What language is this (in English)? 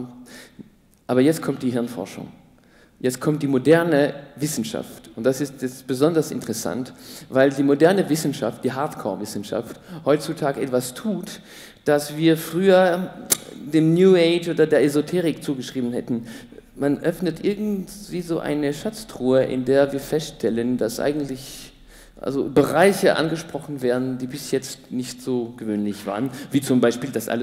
German